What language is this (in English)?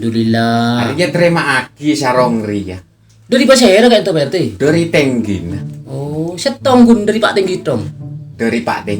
Madurese